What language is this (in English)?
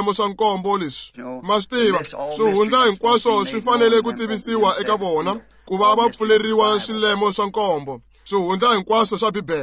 Tsonga